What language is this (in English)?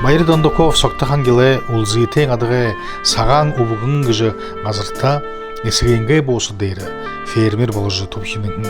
Buriat